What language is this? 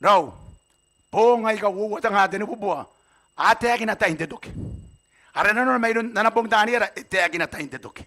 Gilbertese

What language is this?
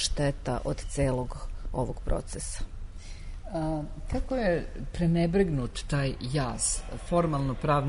Serbian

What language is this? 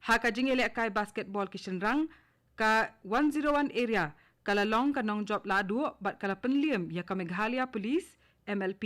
Khasi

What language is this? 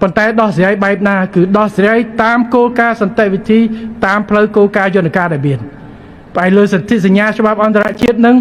Khmer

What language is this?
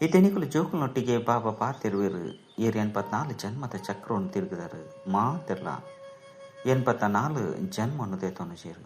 Tulu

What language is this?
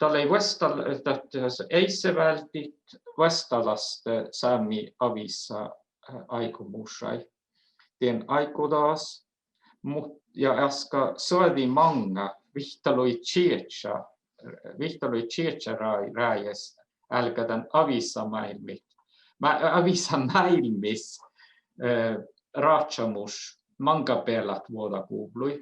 Northern Sami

